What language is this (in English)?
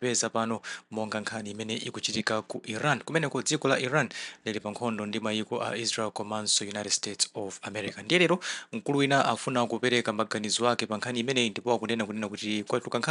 Nyanja